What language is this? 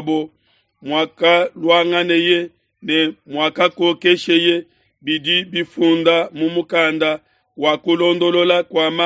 Luba-Lulua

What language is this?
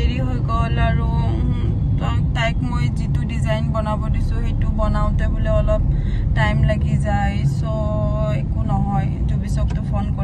Assamese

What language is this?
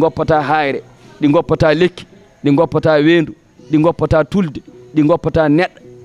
Fula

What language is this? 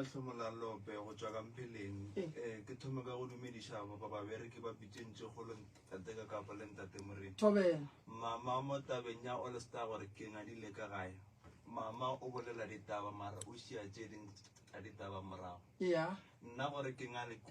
Northern Sotho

